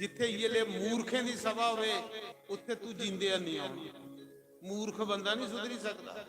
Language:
Dogri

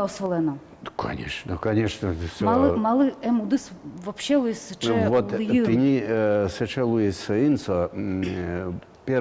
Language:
Udmurt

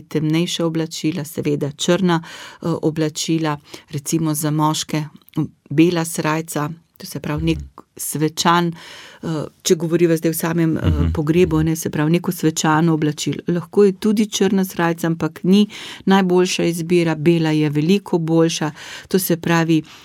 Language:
Slovenian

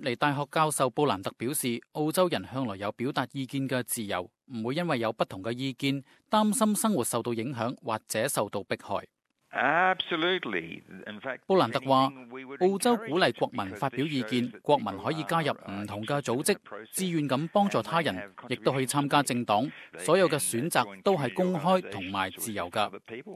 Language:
Cantonese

